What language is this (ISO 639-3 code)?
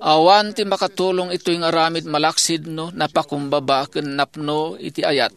ilo